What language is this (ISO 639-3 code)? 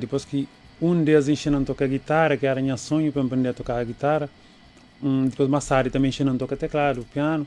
kea